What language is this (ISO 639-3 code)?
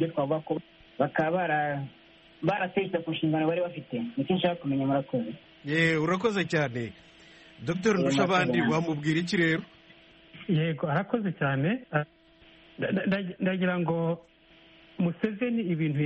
kin